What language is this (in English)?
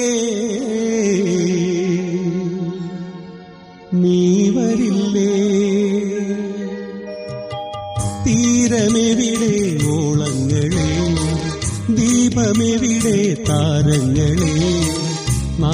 Malayalam